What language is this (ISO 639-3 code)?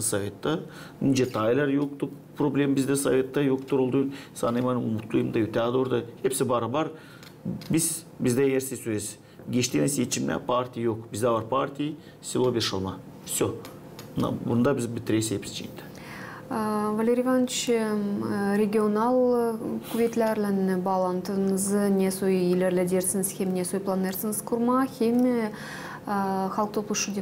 gag